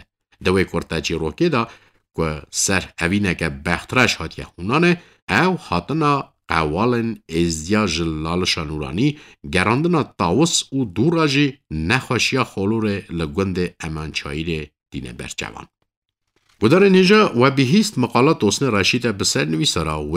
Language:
Kurdish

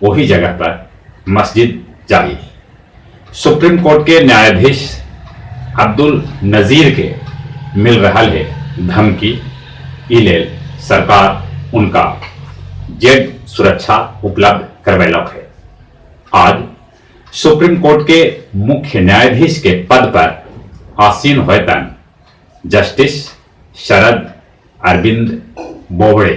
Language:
Magahi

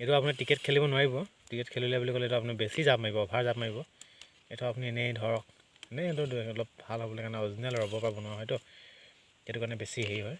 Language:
Assamese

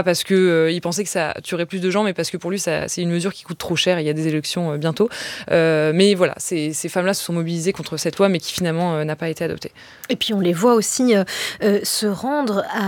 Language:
French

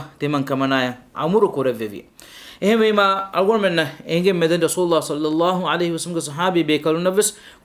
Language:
Divehi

